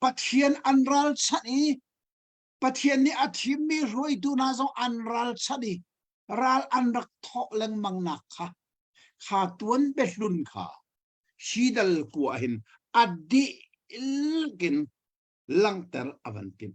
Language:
Hakha Chin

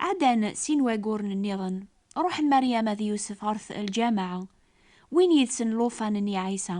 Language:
Kabyle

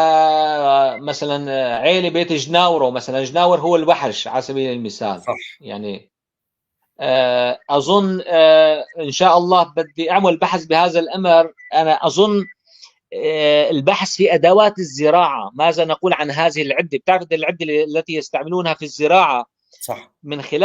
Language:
North Levantine Arabic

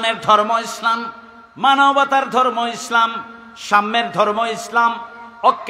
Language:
Bangla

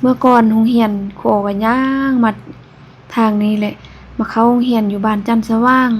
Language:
Lao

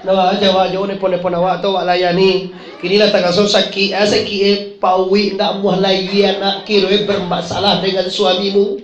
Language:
Minangkabau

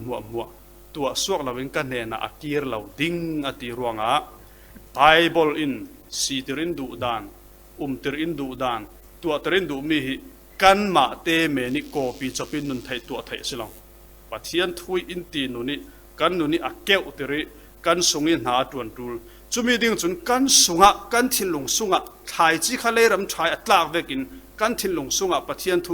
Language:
Falam Chin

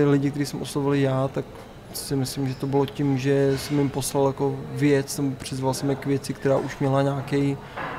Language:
Czech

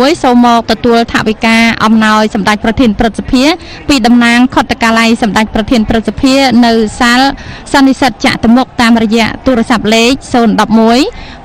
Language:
Khmer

